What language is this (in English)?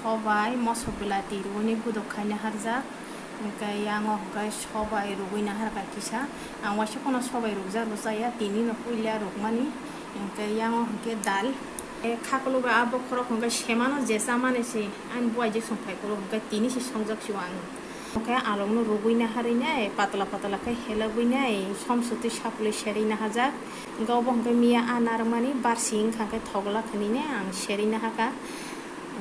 Kok Borok